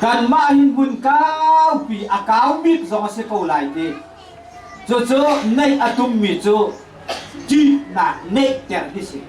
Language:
Hakha Chin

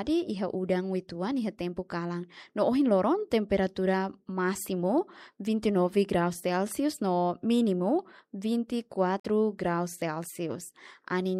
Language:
Tetum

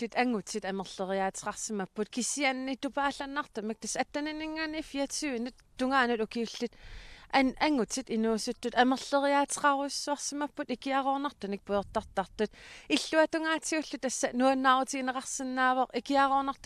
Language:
Kalaallisut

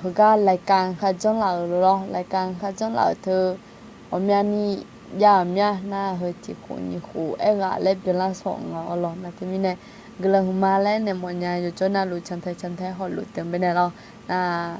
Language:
Akha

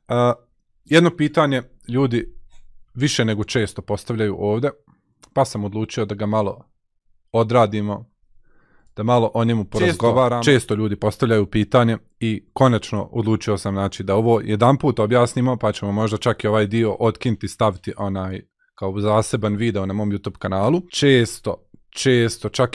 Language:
Bosnian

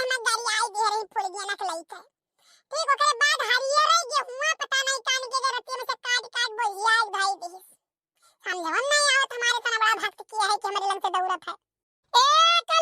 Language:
Awadhi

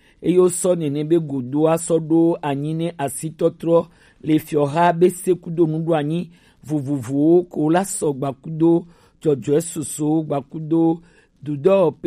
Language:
Gen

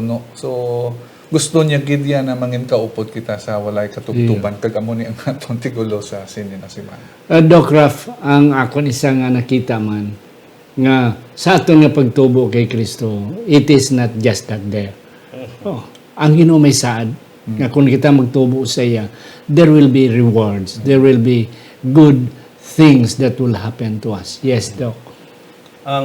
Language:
Hiligaynon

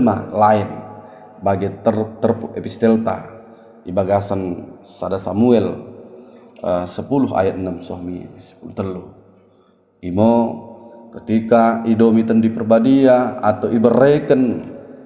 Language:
Batak Dairi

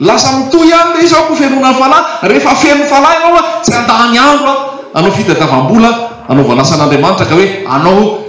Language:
Malagasy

